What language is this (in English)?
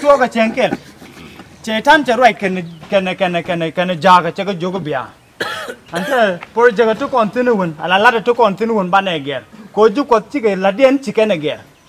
Nuer